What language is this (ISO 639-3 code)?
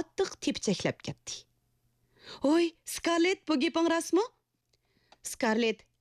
uig